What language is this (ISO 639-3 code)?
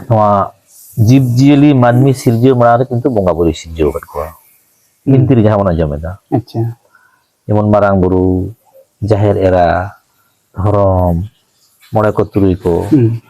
sat